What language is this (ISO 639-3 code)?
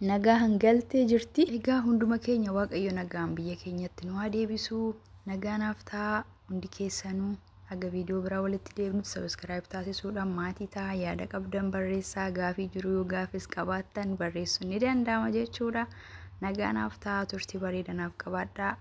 orm